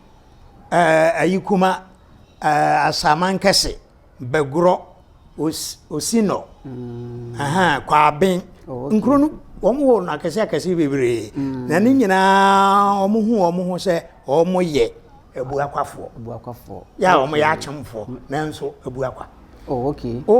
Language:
Akan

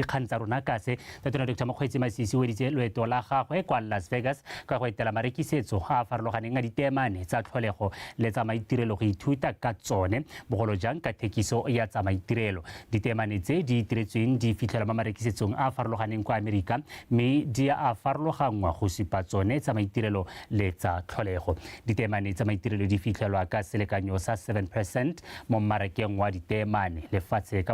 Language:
Tswana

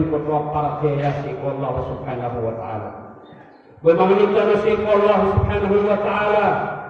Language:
Maranao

